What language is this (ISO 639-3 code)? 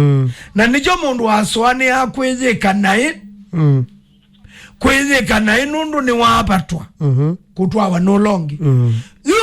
kam